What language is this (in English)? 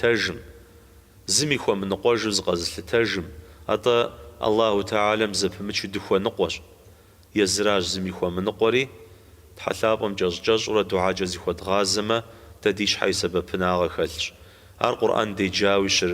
Kabardian